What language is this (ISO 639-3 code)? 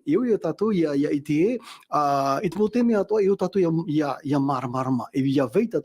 tah